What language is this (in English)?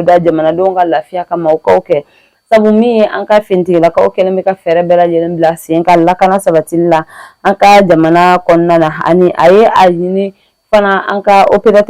Bambara